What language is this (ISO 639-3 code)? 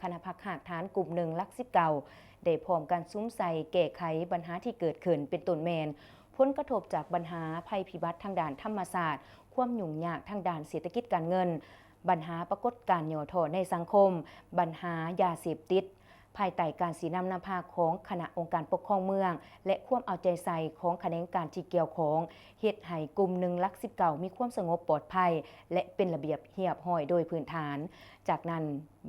lao